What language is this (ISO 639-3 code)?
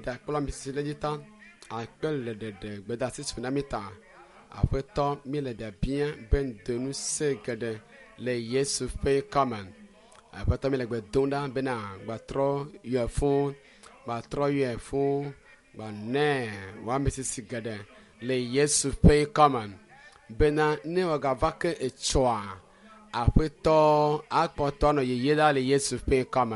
ewe